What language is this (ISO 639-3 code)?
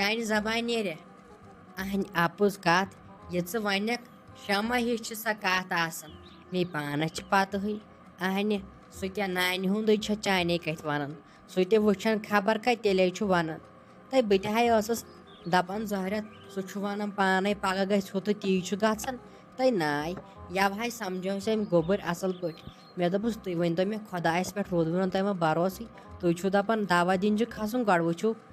kas